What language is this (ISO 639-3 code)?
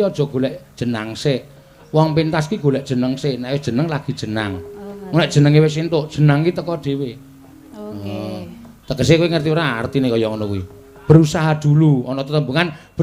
jav